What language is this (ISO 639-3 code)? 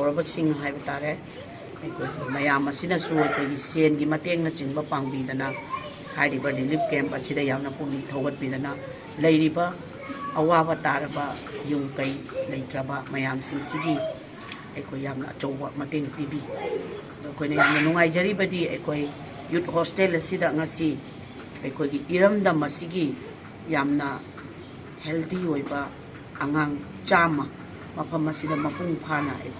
mni